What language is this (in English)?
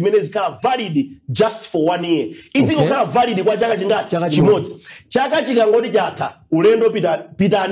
Nyanja